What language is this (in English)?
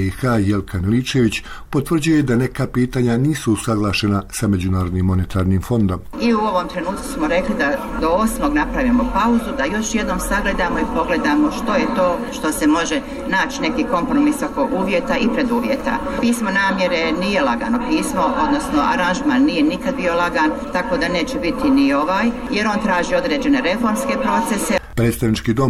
Bosnian